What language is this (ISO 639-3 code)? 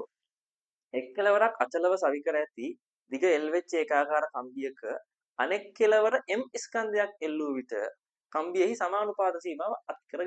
sin